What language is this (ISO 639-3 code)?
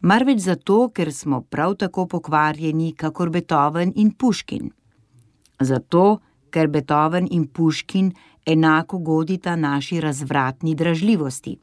slv